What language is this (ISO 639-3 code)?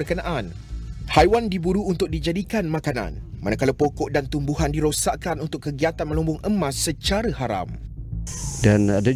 msa